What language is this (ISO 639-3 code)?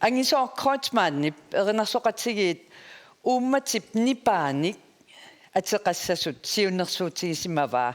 kal